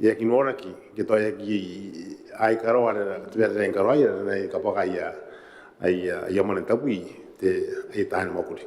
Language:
Gilbertese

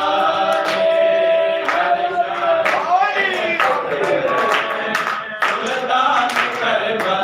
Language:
Saraiki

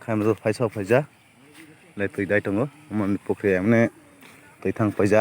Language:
Kok Borok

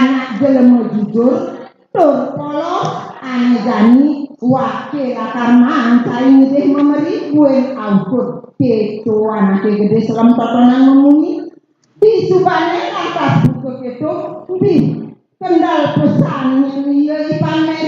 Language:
Balinese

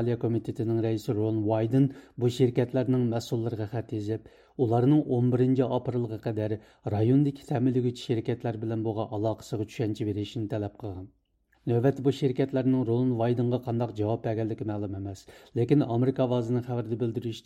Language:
Uyghur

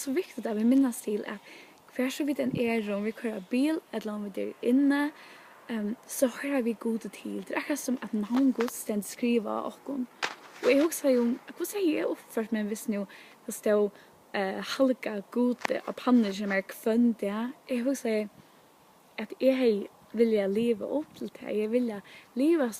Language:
Faroese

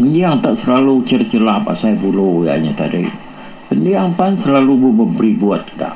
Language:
Iban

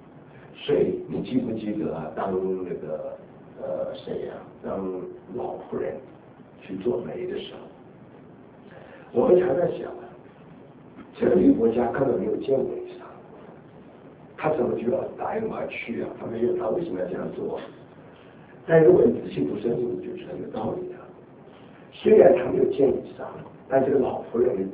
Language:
Chinese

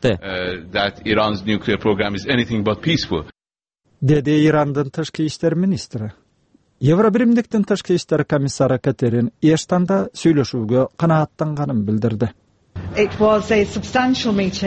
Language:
Kyrgyz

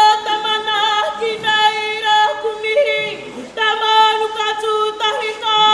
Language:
Māori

